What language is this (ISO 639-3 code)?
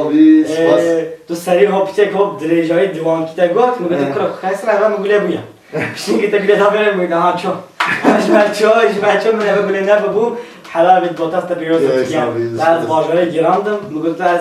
kur